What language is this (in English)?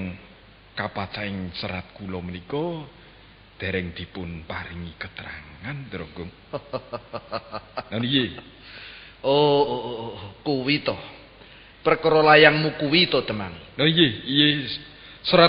Javanese